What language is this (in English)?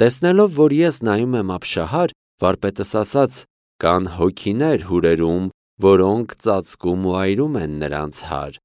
Armenian